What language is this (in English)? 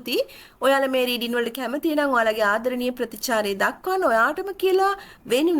Sinhala